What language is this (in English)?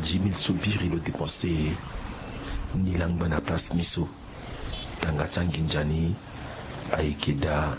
Sango